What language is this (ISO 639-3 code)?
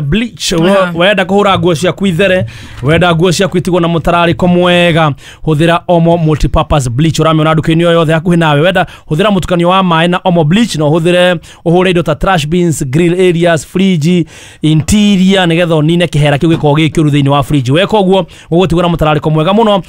kik